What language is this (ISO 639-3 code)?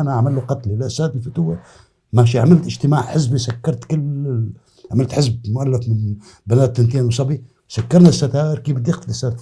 apc